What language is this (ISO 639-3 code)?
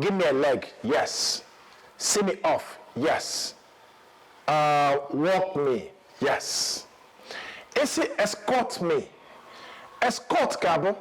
ibo